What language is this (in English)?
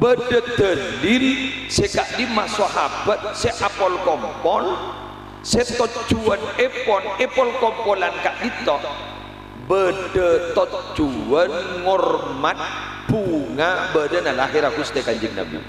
Madurese